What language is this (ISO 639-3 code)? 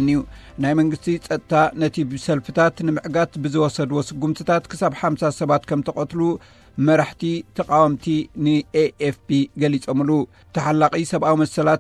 tir